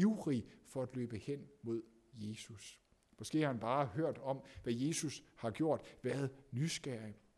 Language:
Danish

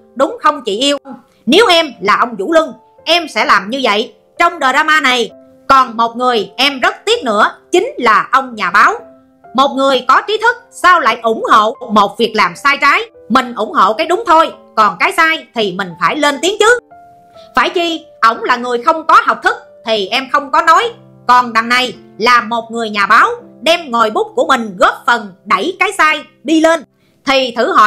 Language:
Vietnamese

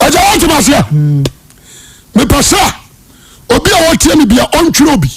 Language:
Akan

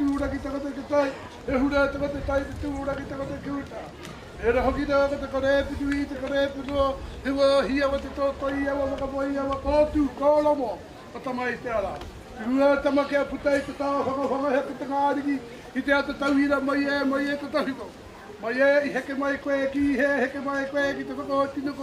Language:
Māori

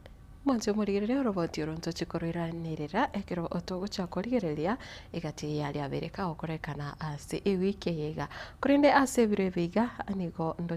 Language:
Gusii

